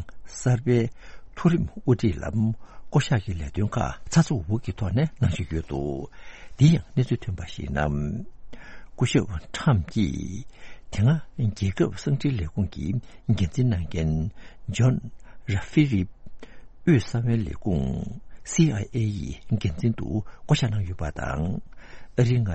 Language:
Tibetan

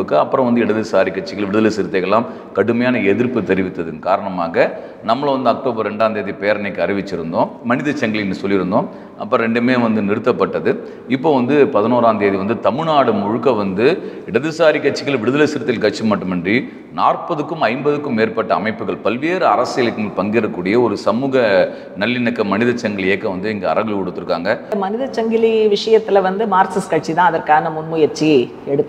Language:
Tamil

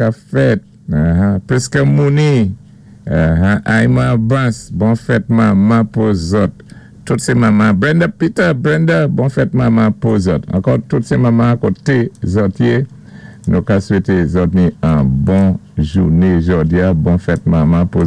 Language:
Saint Lucian Creole French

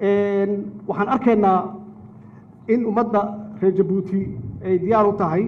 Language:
Somali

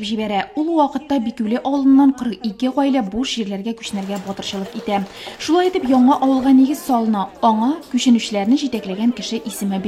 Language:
Tatar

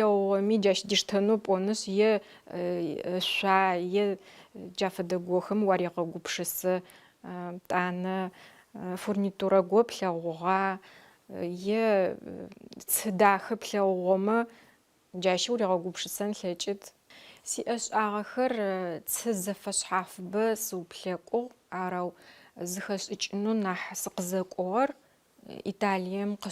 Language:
Adyghe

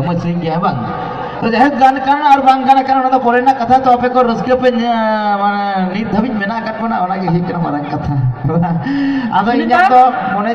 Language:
Santali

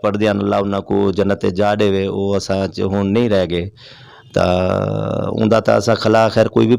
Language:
Saraiki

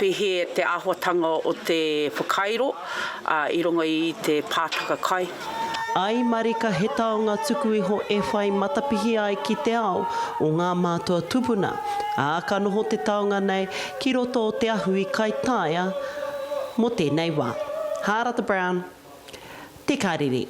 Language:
Māori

